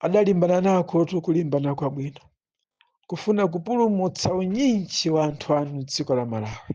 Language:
Nyanja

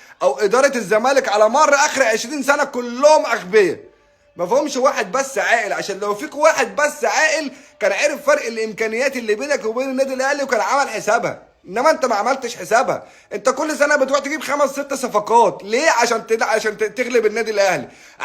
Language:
Egyptian Arabic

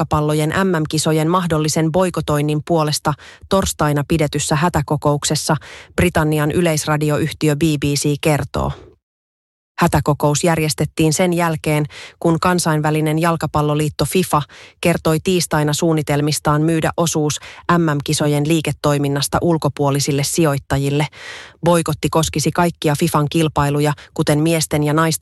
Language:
Finnish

